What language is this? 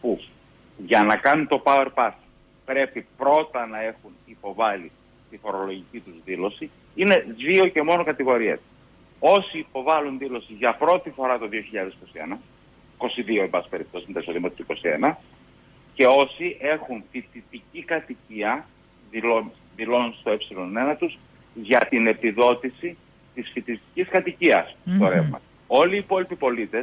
Greek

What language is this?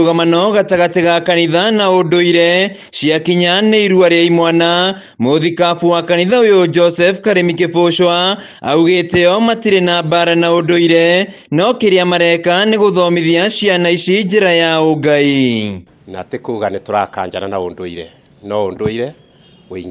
Kikuyu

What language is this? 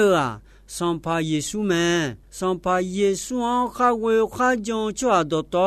Akha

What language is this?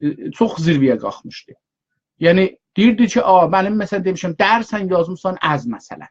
South Azerbaijani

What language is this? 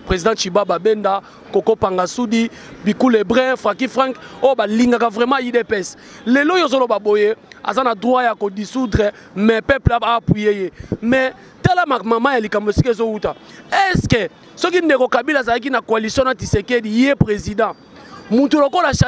Lingala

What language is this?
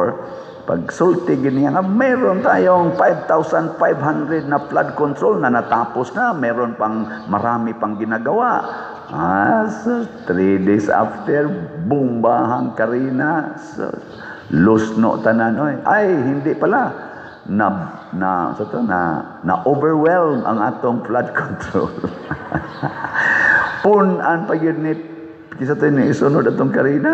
Cebuano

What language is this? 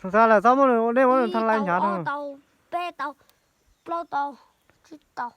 Hmong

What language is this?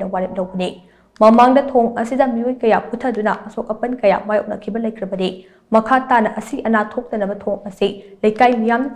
Manipuri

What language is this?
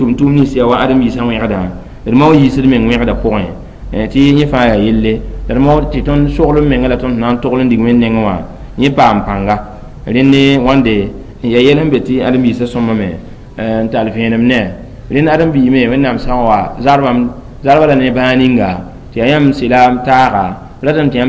Mossi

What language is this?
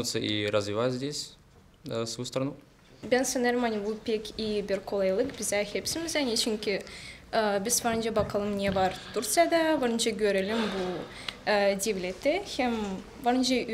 Gagauz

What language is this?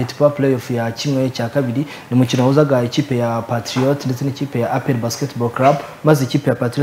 Kinyarwanda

